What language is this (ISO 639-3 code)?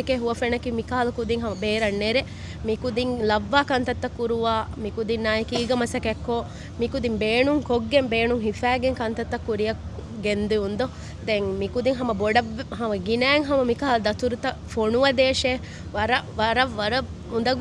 div